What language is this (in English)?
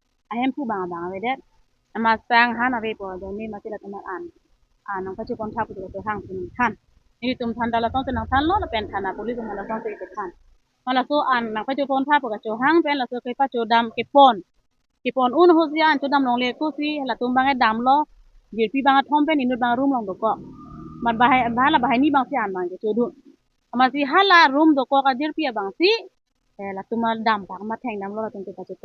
Karbi